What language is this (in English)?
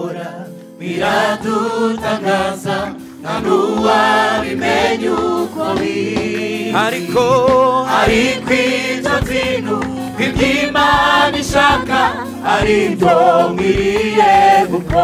Kinyarwanda